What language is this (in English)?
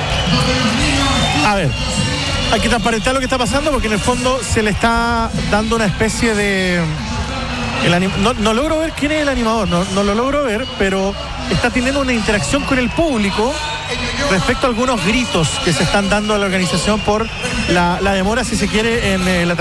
Spanish